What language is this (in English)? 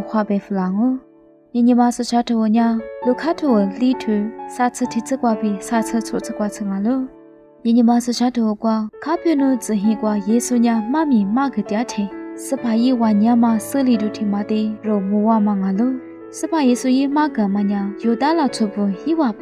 Lisu